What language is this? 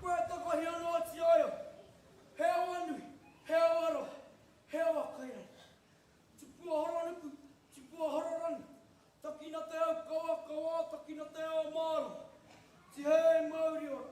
Māori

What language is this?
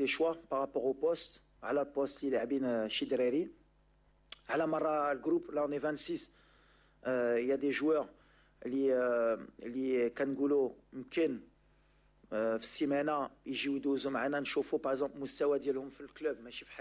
Moroccan Arabic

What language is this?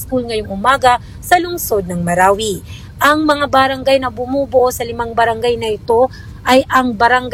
Filipino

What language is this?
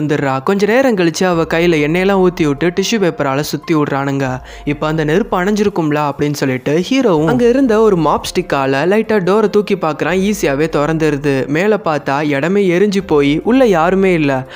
Tamil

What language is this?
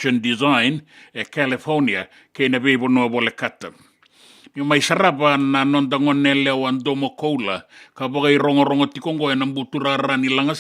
Fijian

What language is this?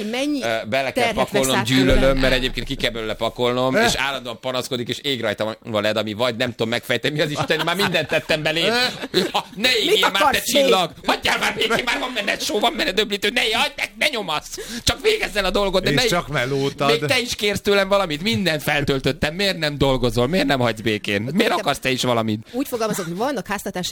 Hungarian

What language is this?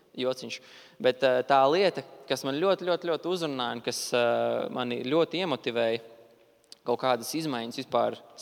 Latvian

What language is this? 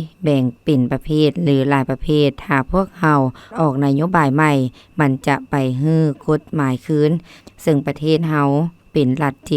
Lao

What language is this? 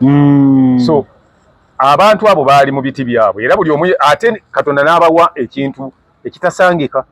Ganda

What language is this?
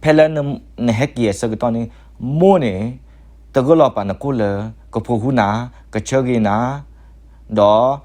S'gaw Karen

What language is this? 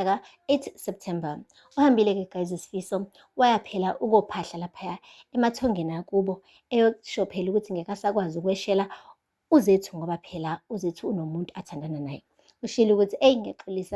Zulu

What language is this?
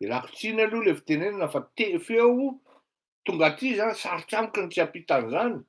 Malagasy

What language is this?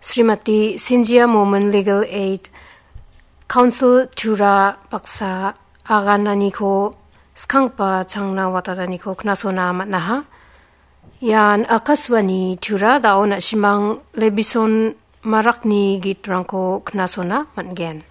Garo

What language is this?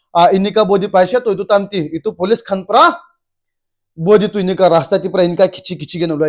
Naga Pidgin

